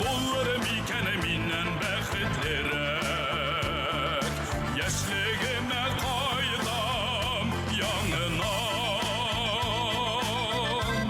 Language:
Bashkir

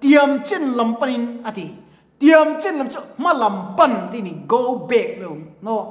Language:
Mizo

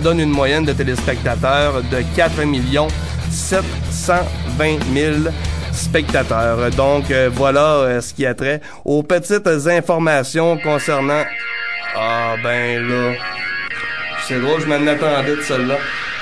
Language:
French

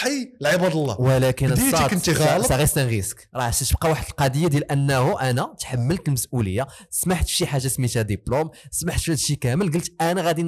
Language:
Moroccan Arabic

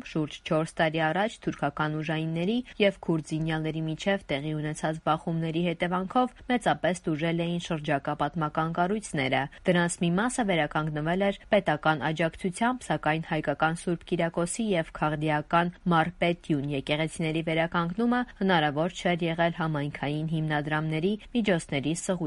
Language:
Armenian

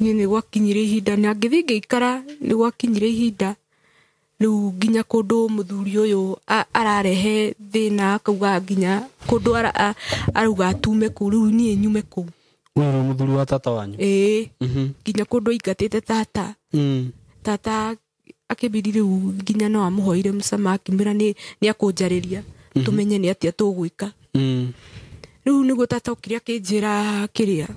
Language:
Kikuyu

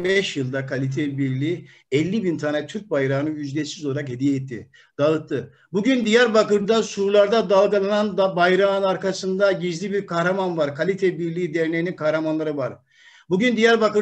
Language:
Turkish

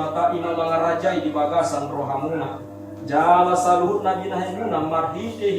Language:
Batak Toba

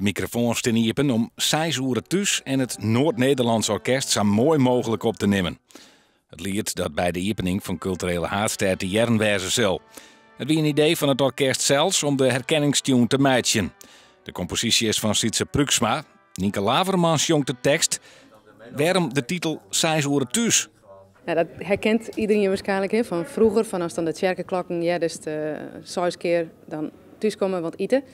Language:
Western Frisian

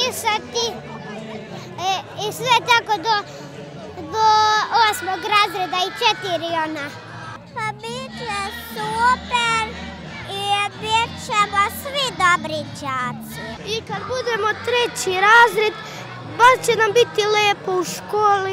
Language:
Serbian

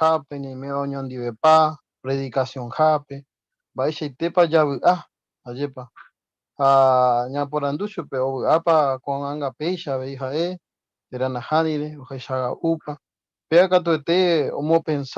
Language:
Guarani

